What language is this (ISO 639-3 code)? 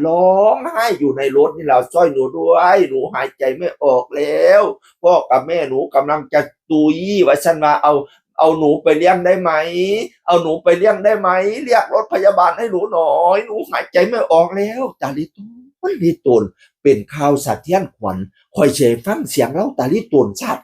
tts